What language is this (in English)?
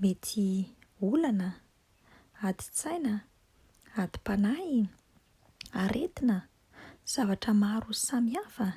Malagasy